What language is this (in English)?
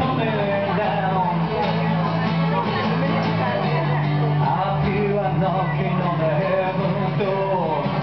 English